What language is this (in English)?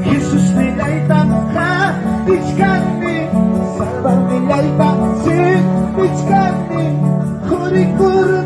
Ayacucho Quechua